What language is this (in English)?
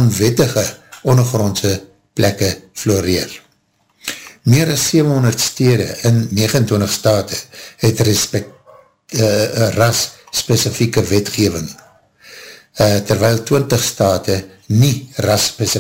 Afrikaans